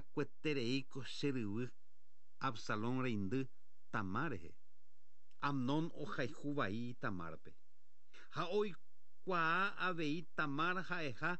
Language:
Guarani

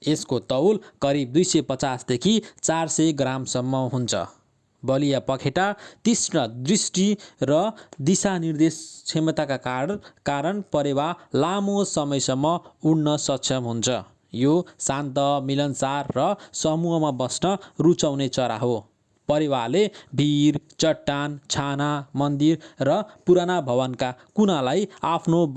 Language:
Nepali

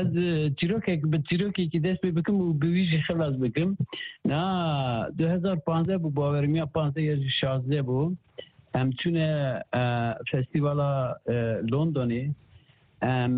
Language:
Kurdish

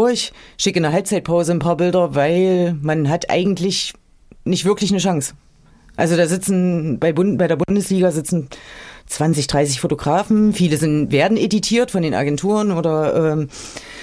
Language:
German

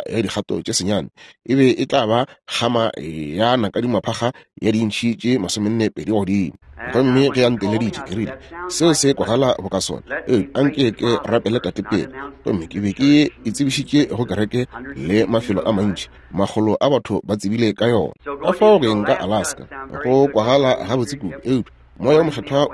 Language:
Northern Sotho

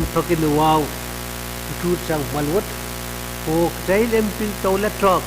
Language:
Pohnpeian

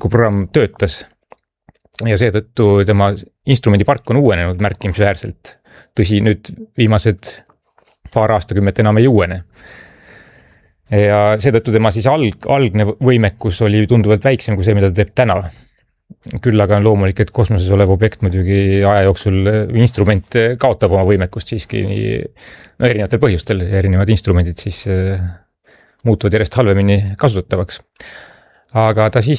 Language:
Estonian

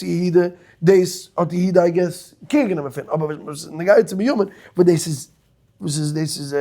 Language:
Yiddish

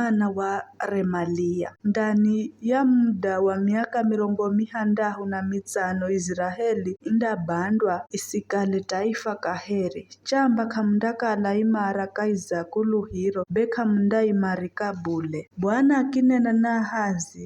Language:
Giryama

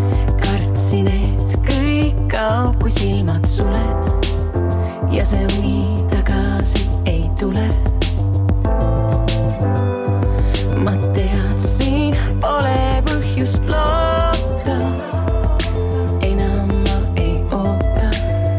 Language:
Estonian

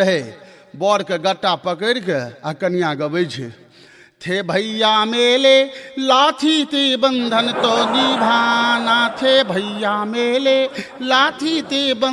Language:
Maithili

